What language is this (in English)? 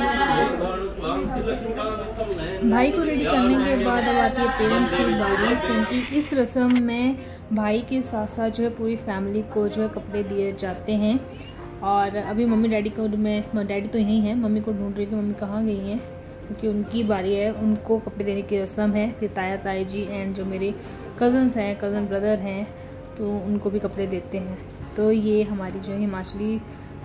Hindi